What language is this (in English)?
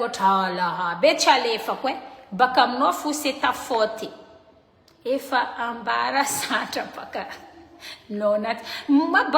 Malagasy